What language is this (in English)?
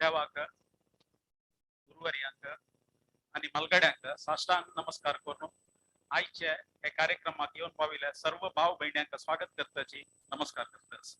Konkani